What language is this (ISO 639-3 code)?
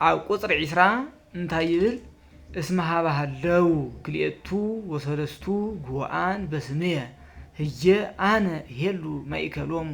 tir